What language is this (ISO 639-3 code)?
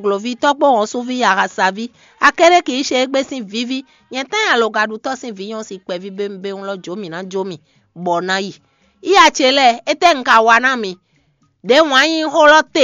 fon